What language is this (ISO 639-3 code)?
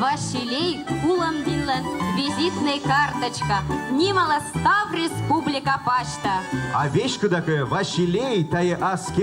kom